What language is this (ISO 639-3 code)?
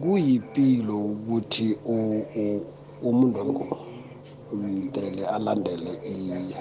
nbl